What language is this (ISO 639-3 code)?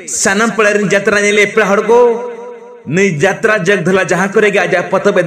sat